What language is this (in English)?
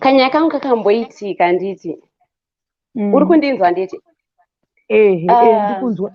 Shona